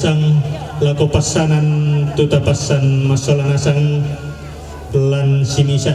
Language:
Toraja-Sa'dan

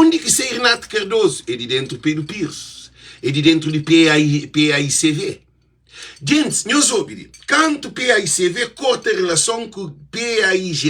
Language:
Kabuverdianu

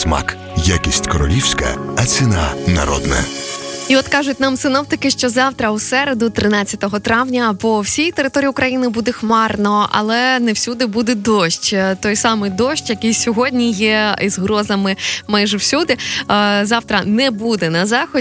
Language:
Ukrainian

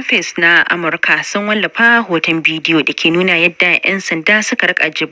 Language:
Hausa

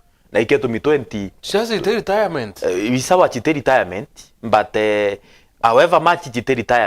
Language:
Meru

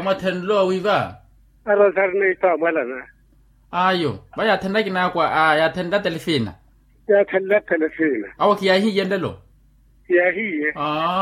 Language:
Makhuwa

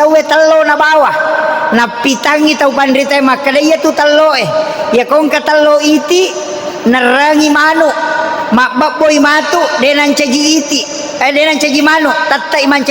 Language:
Buginese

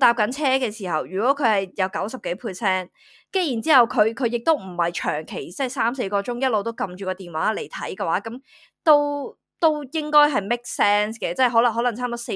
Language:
Cantonese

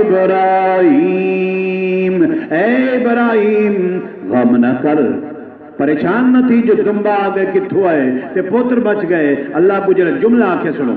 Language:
Saraiki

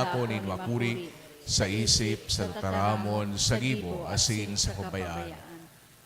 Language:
Bikol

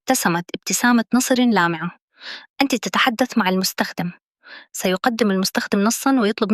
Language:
Egyptian Arabic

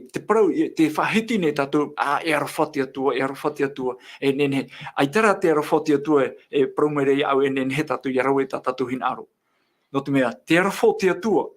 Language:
Tahitian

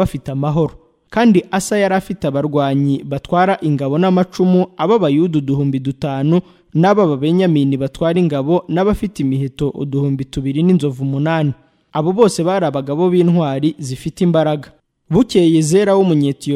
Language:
Kinyarwanda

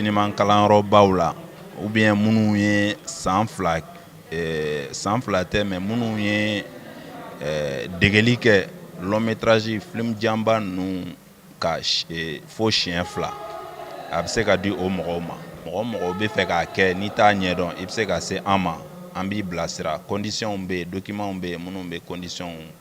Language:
Bambara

